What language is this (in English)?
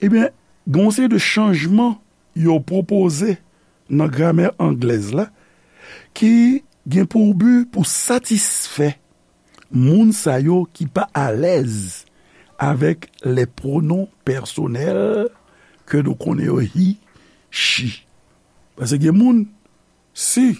Haitian Creole